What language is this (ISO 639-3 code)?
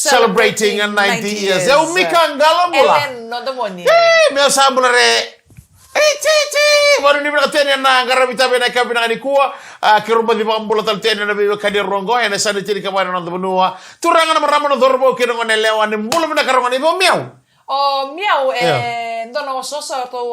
fij